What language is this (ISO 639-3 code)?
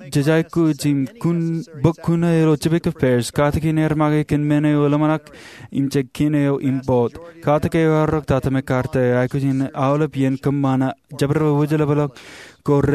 mah